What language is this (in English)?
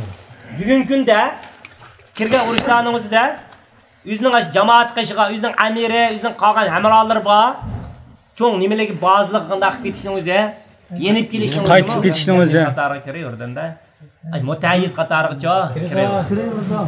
Uyghur